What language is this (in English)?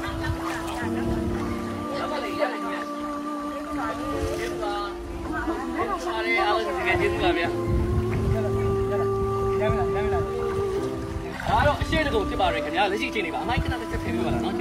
Burmese